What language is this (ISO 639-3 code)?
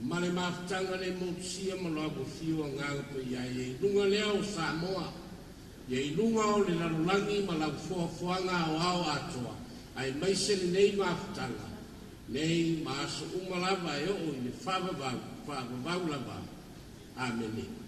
smo